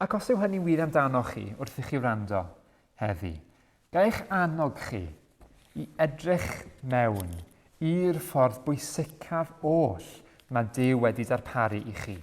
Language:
Welsh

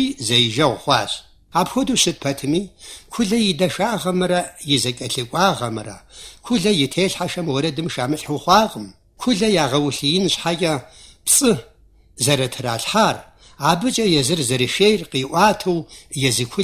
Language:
Kabardian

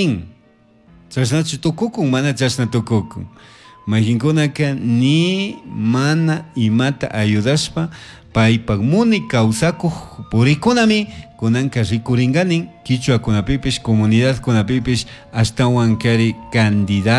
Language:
Chimborazo Highland Quichua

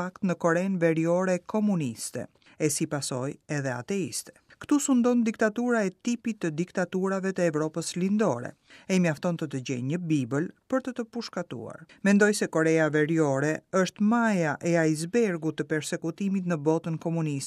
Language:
Albanian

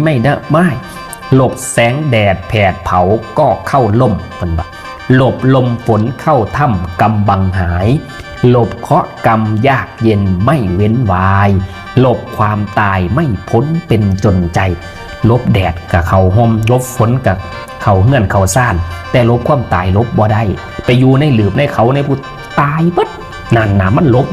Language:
Northeastern Thai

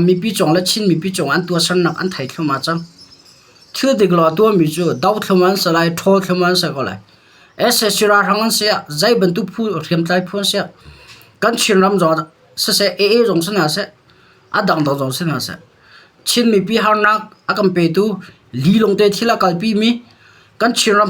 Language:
Hakha Chin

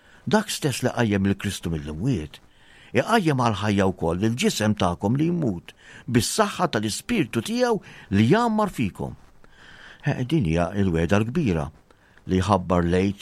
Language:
Maltese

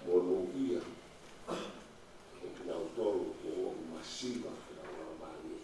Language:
Tongan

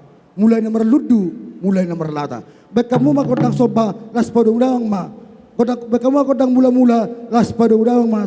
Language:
Batak Toba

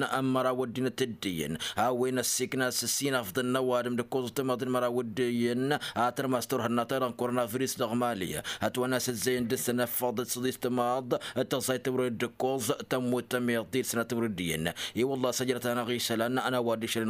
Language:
Tamasheq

